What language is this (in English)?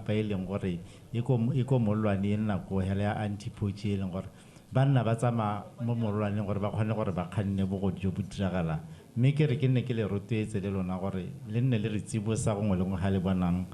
Tswana